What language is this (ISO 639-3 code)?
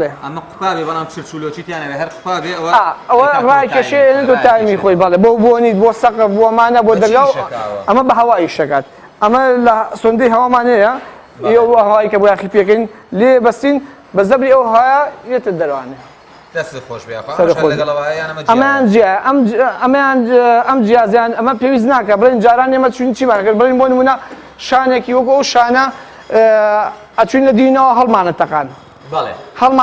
ckb